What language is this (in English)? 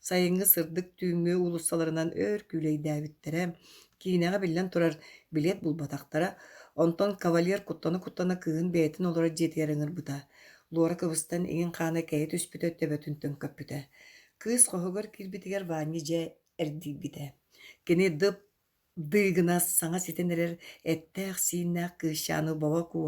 Yakut